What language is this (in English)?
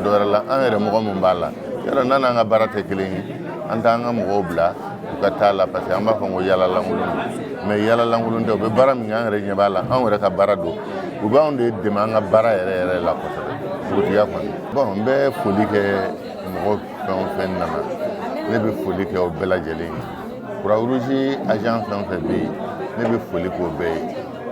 Bambara